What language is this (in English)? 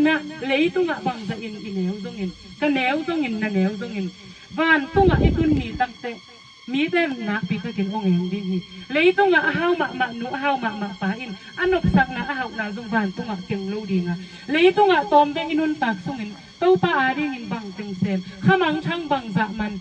Tedim Chin